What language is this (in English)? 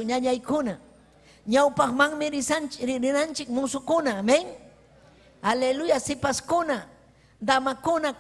Ayacucho Quechua